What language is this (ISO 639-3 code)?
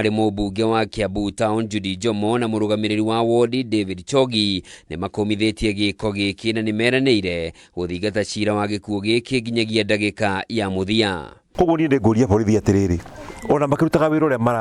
kik